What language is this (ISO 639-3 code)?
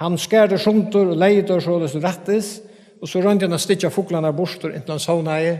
fao